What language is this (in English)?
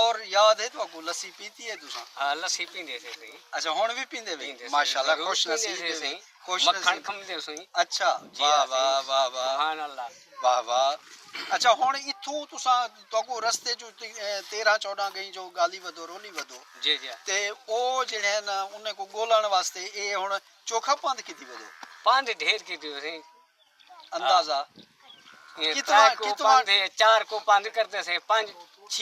Saraiki